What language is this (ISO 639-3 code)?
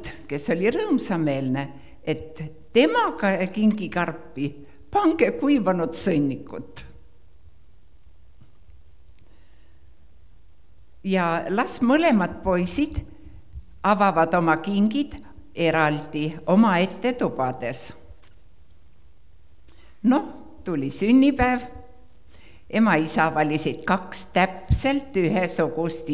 est